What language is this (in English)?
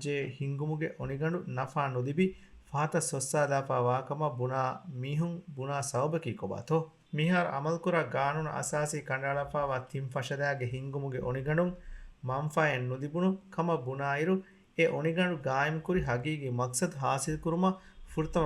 Divehi